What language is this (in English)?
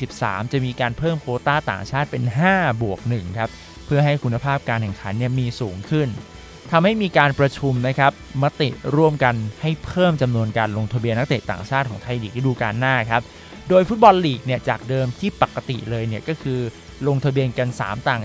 Thai